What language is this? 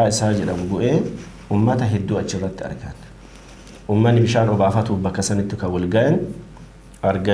Oromo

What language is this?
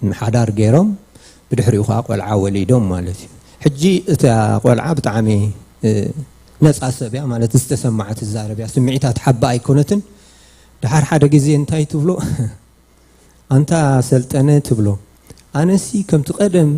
Tigrinya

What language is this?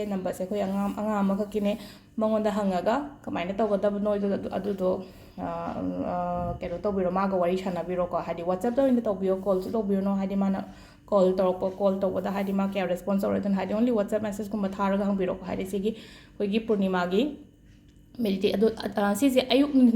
Manipuri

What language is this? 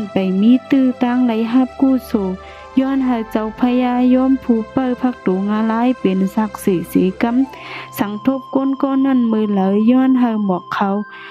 Shan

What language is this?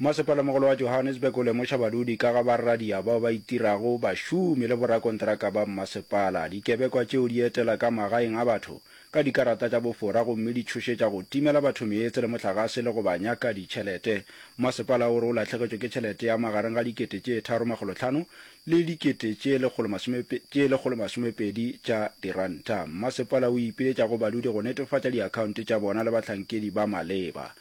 Northern Sotho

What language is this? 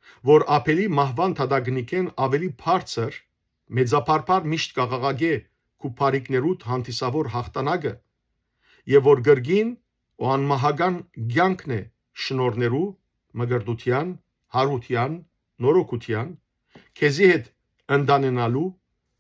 Western Armenian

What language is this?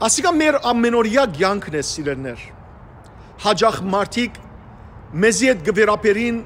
Western Armenian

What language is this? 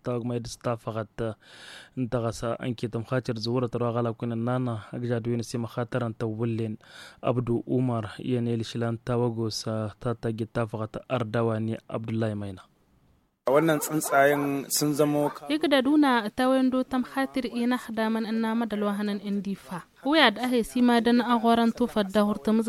Tamasheq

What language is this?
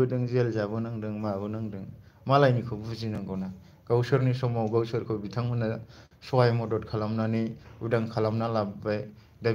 Bodo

